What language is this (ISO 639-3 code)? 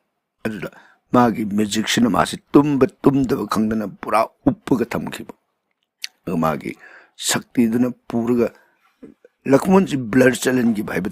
mni